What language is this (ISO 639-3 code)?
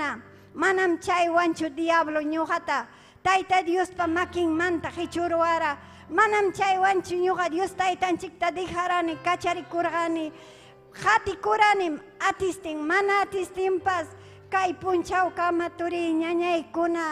quy